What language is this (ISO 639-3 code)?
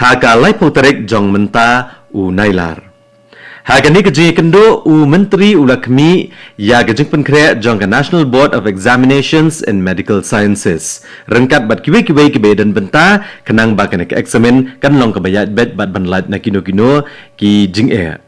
kha